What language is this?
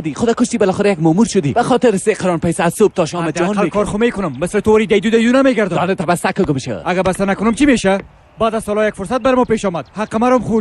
Persian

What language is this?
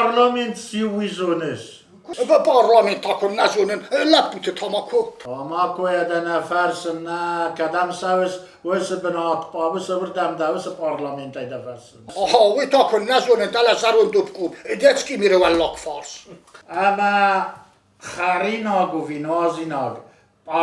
Ossetic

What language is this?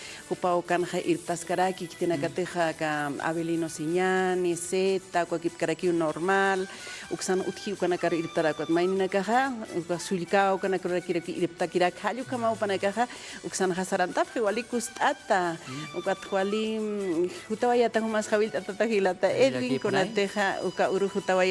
Aymara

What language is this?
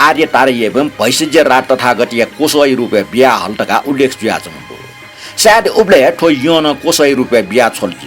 Newari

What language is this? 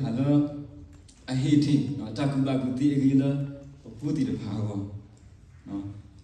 S'gaw Karen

